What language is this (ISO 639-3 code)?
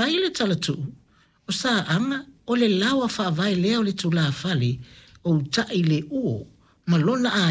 smo